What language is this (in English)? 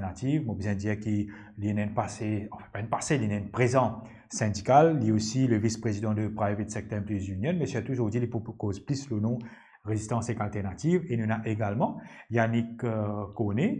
Morisyen